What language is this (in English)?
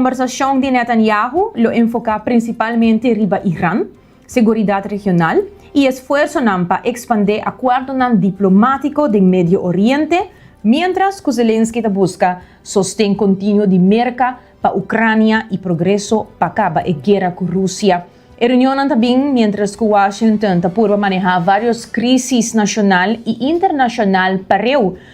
Papiamento